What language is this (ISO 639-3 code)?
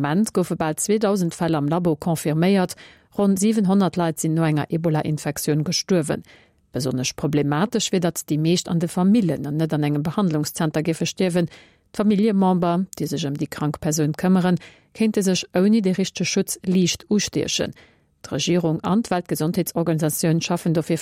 ltz